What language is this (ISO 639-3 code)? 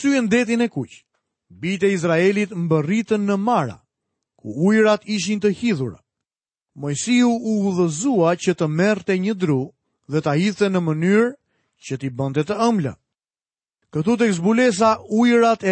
sqi